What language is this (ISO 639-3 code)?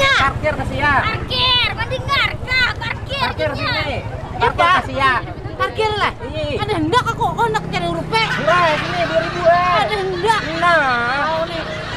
bjn